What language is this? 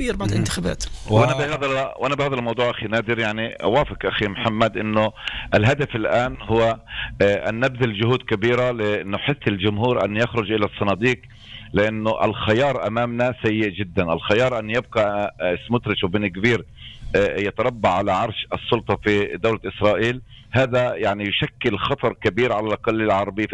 North Levantine Arabic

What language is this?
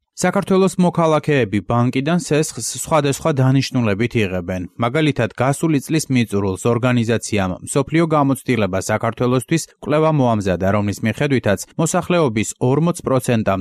Georgian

